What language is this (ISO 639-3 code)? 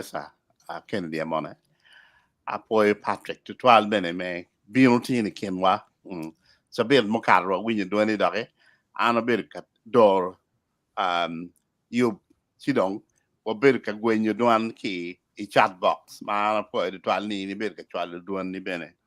ach